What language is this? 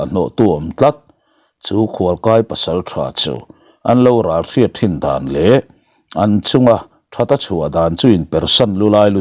Mizo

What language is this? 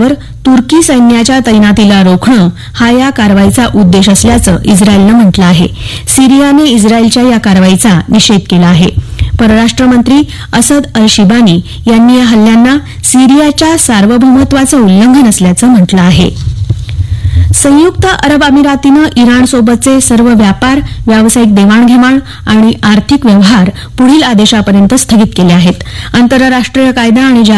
Marathi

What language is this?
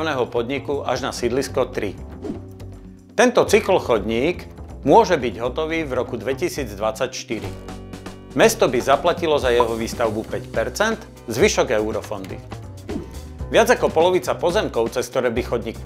Slovak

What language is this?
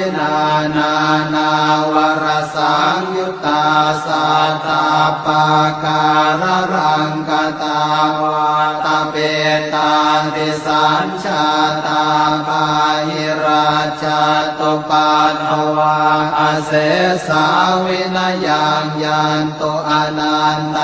Pali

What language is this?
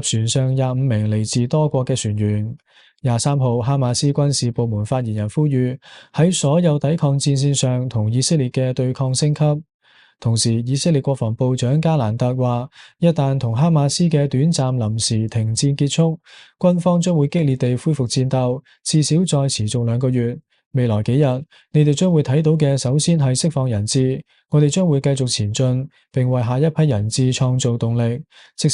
Cantonese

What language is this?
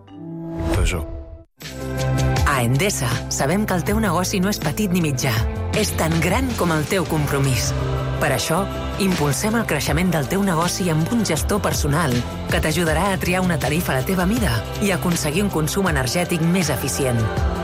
Catalan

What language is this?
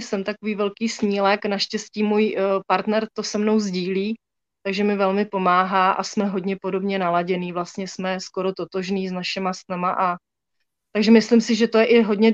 Czech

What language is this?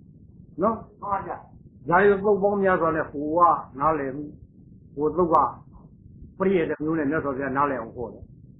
Burmese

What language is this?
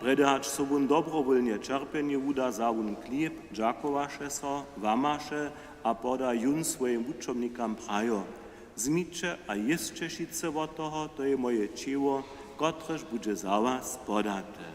Upper Sorbian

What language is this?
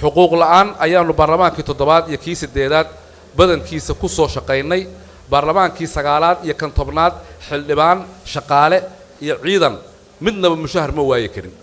Somali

